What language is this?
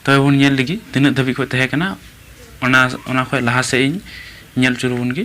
Santali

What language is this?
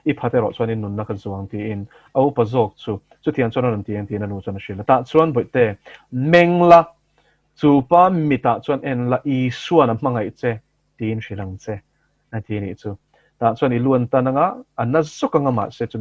Mizo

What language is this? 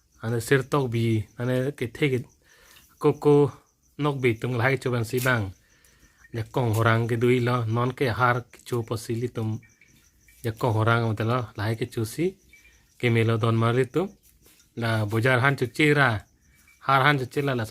Karbi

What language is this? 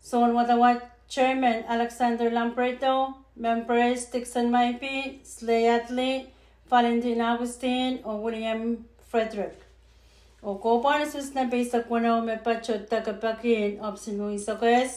Pohnpeian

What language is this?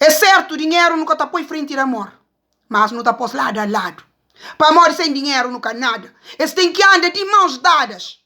Kabuverdianu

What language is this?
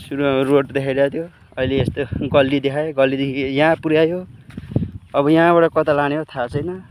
Nepali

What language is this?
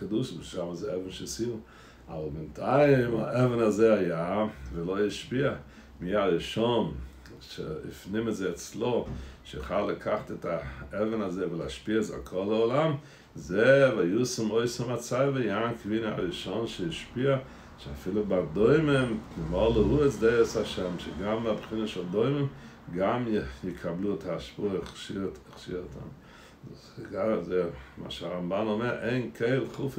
Hebrew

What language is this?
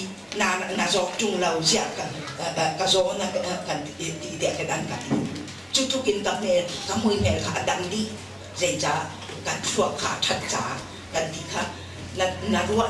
Hakha Chin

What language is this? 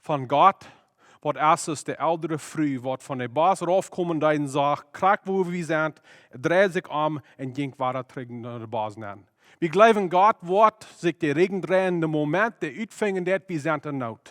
Plautdietsch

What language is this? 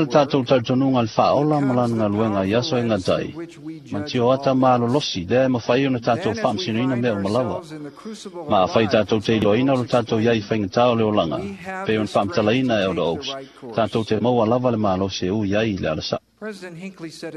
Samoan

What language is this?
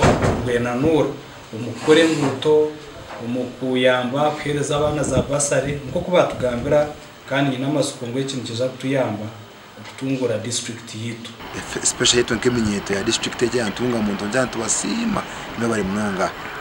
Nyankole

